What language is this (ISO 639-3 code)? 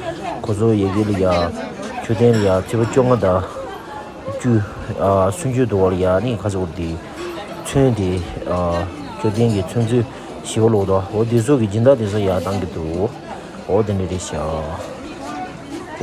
bod